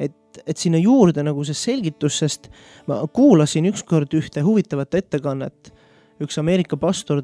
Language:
Estonian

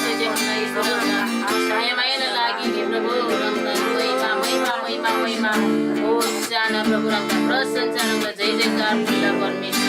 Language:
Eastern Tamang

